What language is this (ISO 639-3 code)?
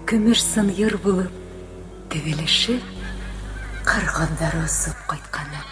bak